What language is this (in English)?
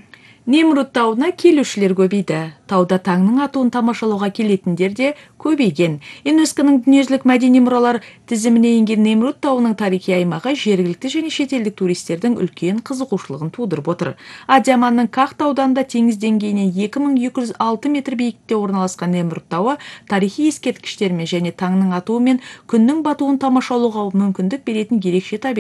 Kazakh